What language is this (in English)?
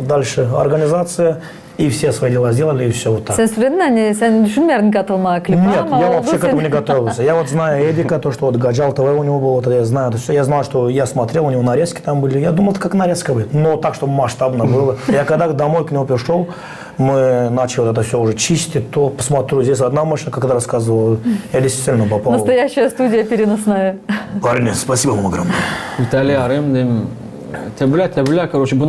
Gagauz